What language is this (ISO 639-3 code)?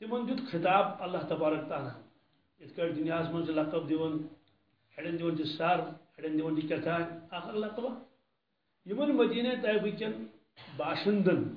kas